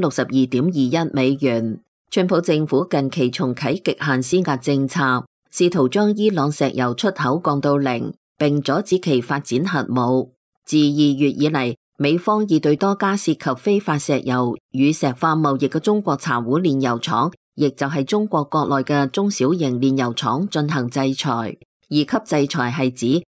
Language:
Cantonese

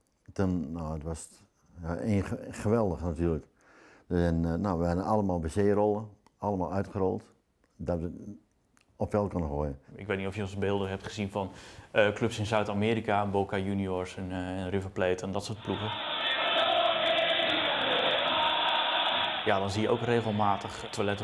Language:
Dutch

